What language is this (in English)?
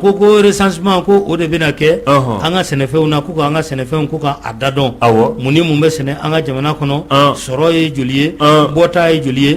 Bambara